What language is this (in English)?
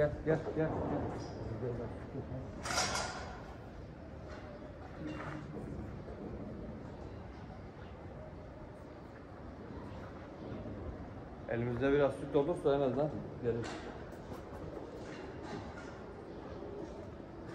Turkish